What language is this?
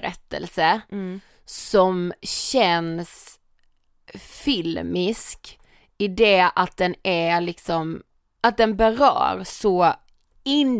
Swedish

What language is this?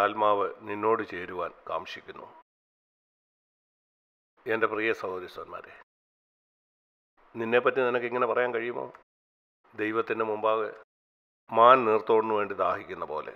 Malayalam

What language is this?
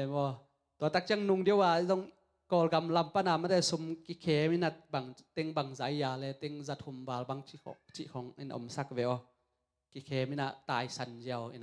Tedim Chin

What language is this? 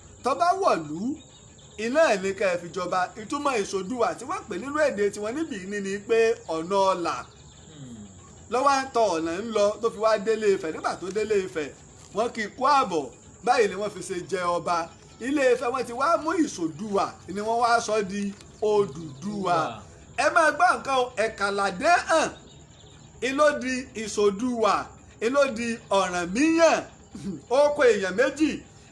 Yoruba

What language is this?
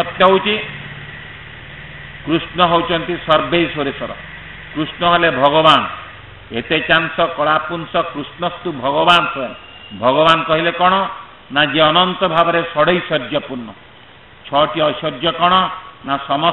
Odia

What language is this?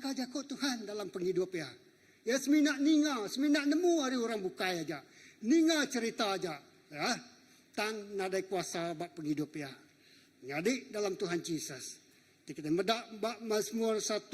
Iban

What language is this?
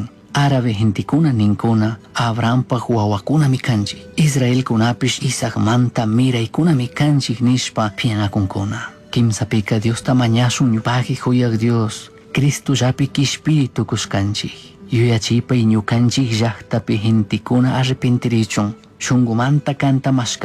Chimborazo Highland Quichua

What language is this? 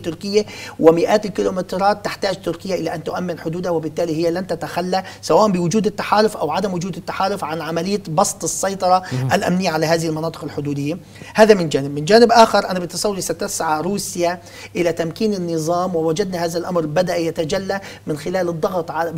Arabic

